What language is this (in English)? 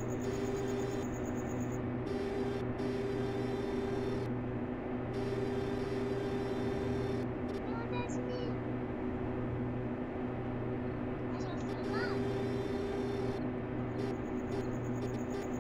Hungarian